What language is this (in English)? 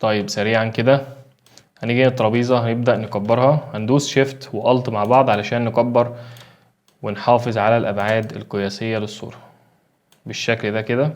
Egyptian Arabic